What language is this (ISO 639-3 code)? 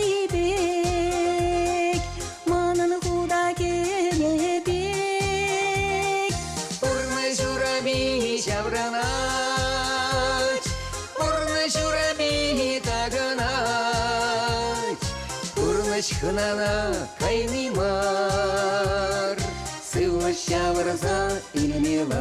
chv